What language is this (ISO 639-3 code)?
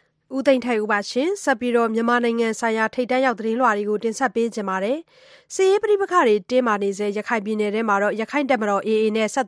mya